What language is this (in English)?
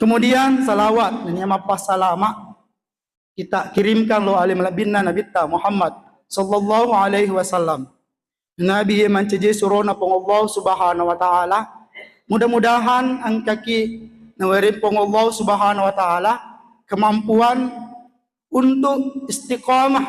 Buginese